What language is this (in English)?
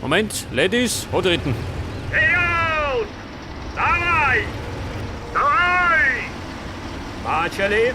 Bavarian